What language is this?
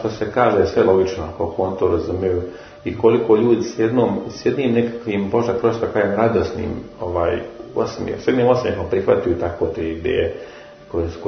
Serbian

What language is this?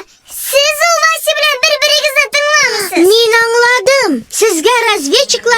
Tatar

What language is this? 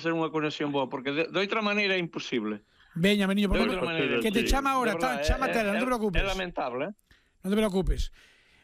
Galician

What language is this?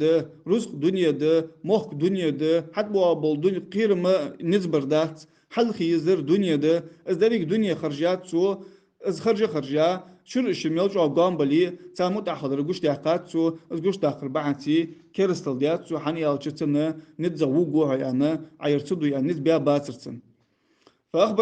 Ingush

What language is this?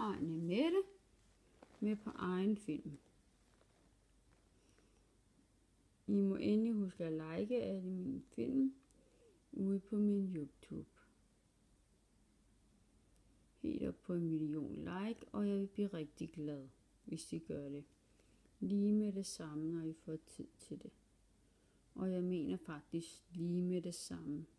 Danish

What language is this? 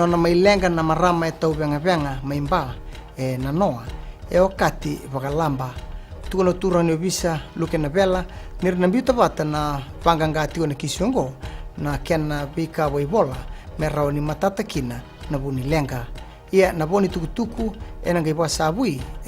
Fijian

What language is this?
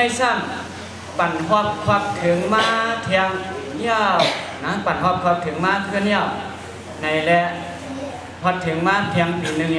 Shan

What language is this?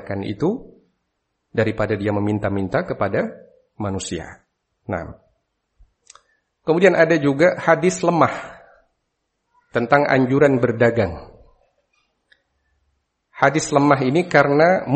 Indonesian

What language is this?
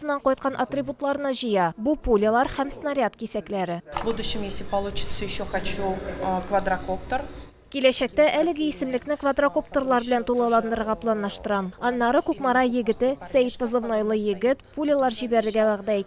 Tatar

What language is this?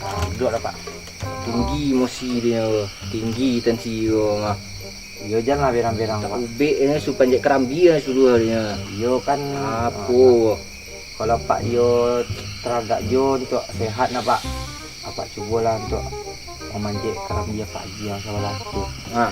Minangkabau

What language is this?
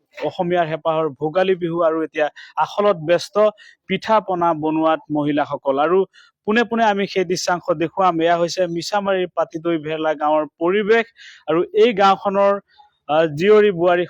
Assamese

